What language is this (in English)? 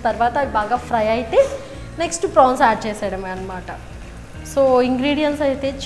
Telugu